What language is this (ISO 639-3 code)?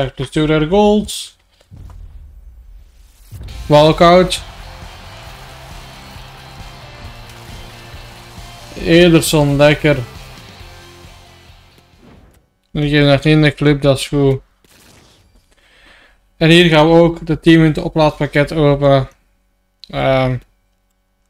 nld